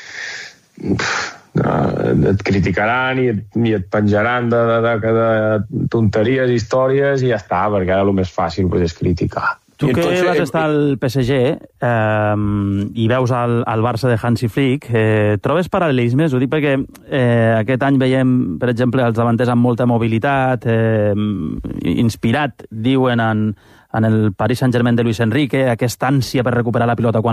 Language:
Catalan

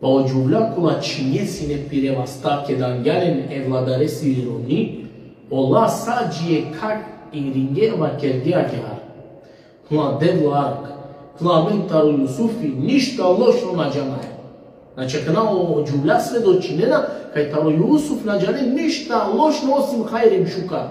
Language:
Balkan Romani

